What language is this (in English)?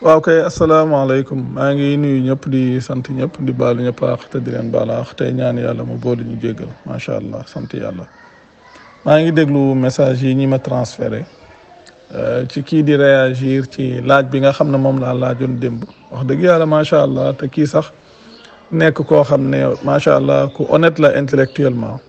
Wolof